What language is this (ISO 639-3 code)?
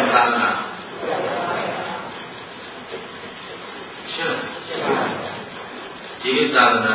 mya